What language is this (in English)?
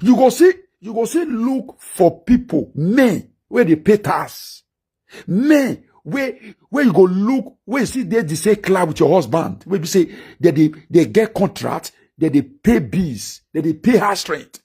Nigerian Pidgin